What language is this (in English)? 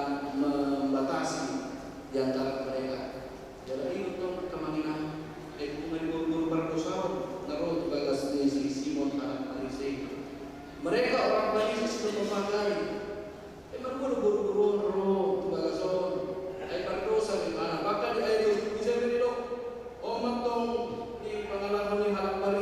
Batak Toba